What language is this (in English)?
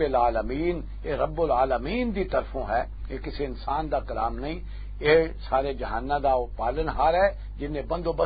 Western Panjabi